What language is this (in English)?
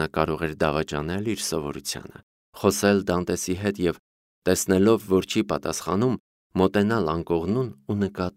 Armenian